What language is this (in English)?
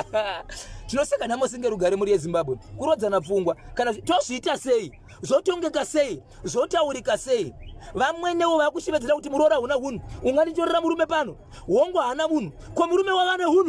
Shona